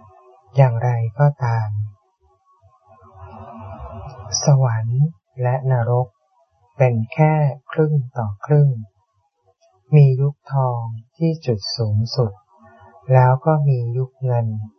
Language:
Thai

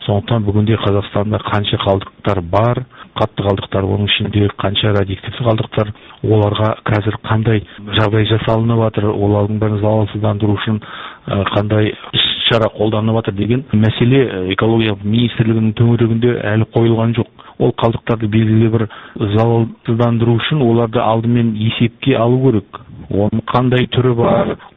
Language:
Kazakh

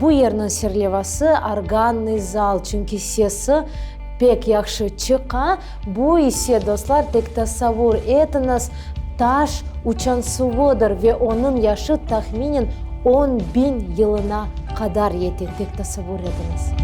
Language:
Crimean Tatar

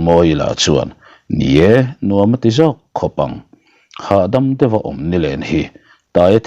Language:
Mizo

